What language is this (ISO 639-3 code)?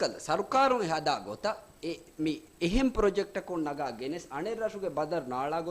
div